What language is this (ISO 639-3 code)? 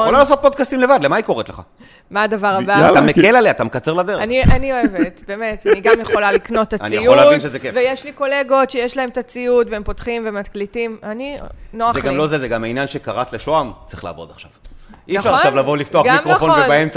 heb